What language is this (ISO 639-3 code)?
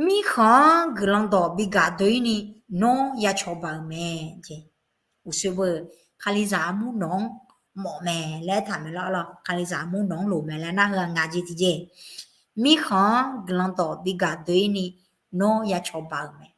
ahk